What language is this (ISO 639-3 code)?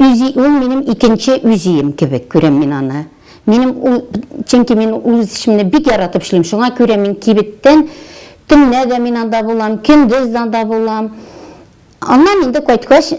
tat